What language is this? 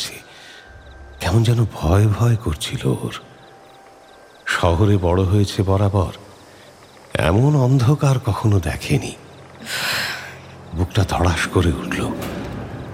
Bangla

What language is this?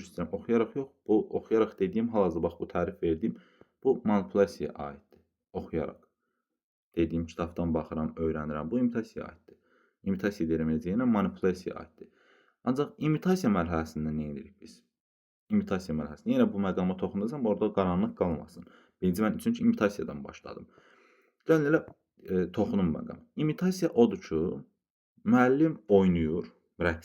Azerbaijani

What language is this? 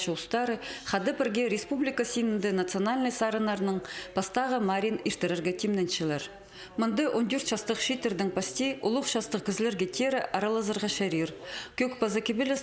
Khakas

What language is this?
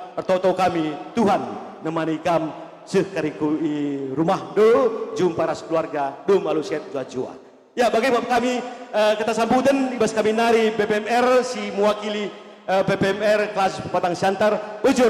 Batak Karo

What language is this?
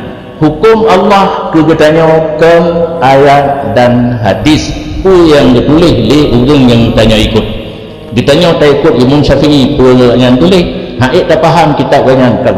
Achinese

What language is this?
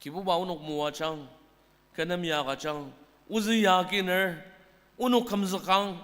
Ao Naga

